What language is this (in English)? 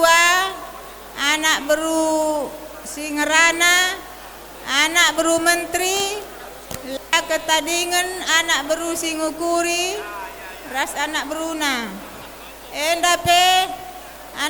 Batak Karo